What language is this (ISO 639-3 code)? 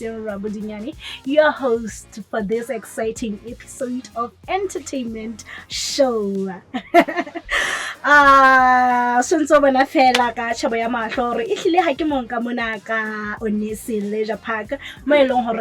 sot